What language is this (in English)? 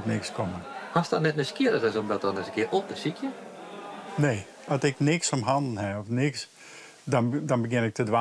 Western Frisian